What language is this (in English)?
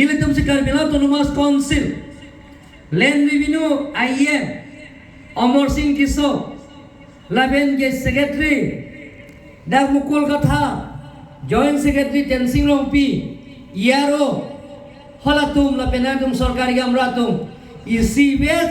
Karbi